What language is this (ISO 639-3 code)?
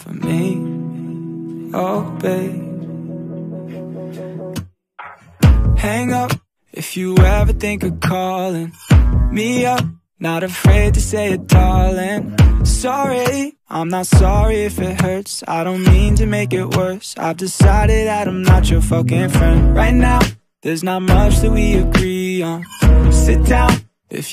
eng